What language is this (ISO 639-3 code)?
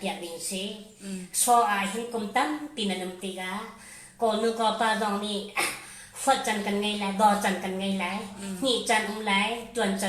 cfm